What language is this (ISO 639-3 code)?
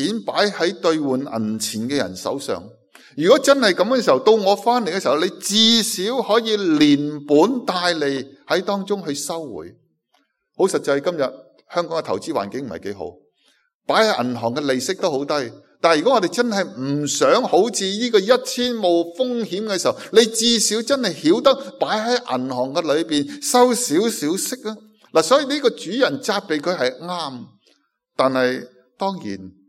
yue